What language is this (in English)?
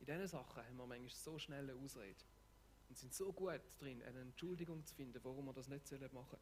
Swiss German